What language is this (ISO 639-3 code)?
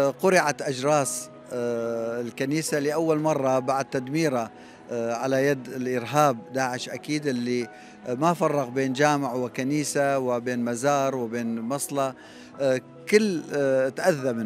acm